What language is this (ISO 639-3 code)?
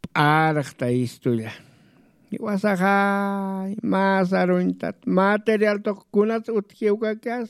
aym